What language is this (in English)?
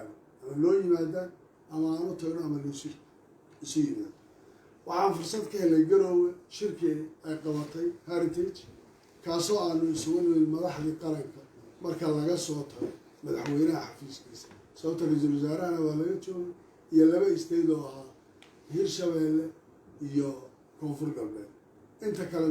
Somali